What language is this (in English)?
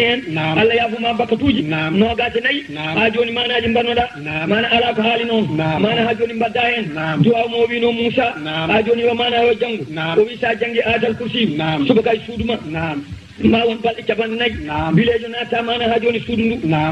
Fula